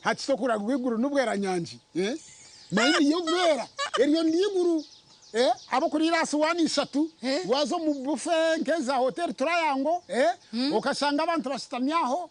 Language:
Nyankole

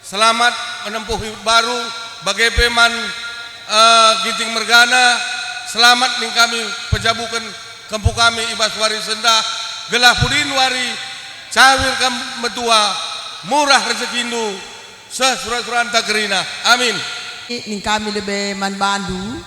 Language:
Batak Karo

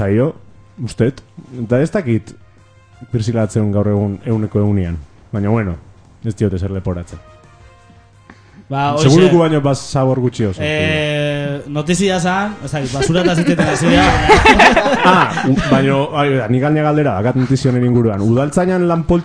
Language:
Basque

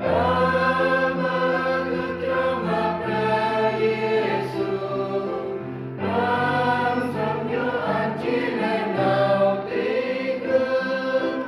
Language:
Central Mnong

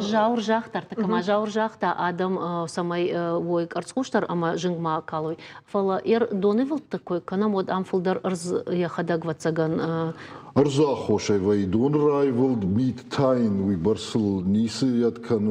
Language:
Ossetic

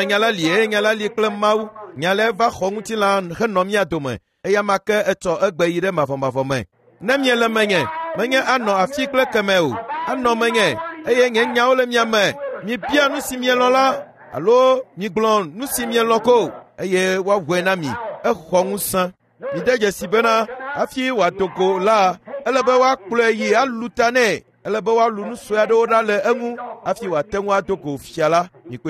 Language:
Ewe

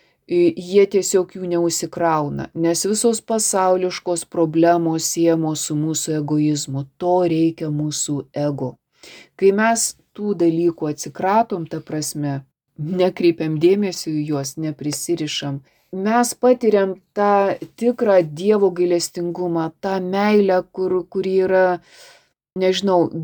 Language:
Lithuanian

